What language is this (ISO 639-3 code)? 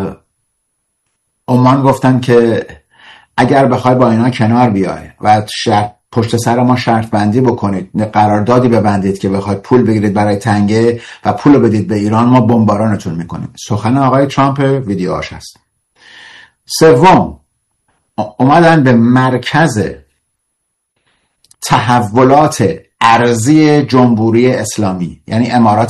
fas